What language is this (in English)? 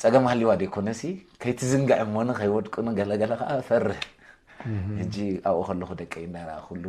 Tigrinya